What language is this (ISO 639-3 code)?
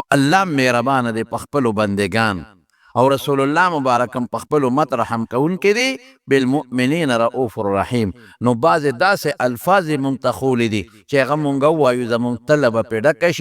pus